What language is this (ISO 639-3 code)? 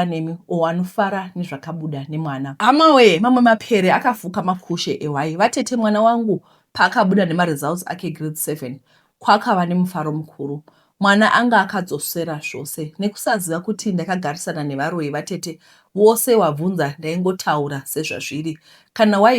sna